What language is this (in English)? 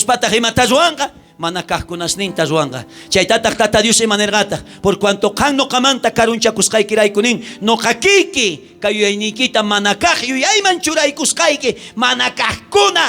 South Bolivian Quechua